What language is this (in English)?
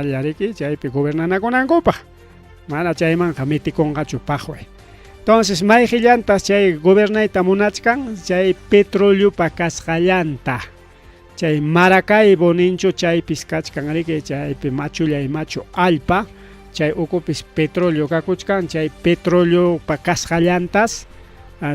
Ayacucho Quechua